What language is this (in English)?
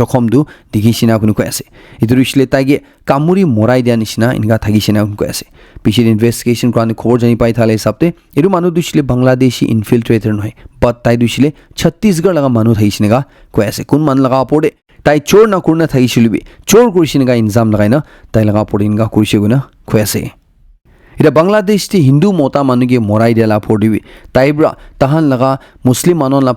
Naga Pidgin